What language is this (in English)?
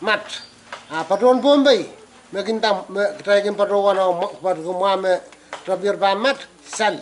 Pohnpeian